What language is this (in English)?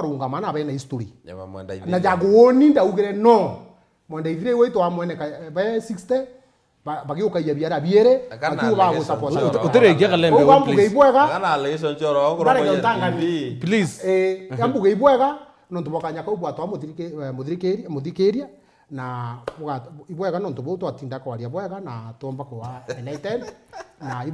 Meru